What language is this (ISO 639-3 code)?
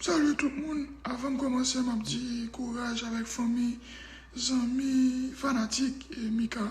hat